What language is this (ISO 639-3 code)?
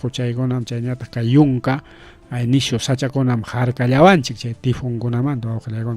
quy